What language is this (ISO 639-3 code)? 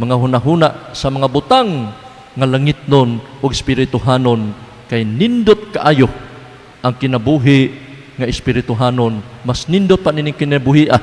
ceb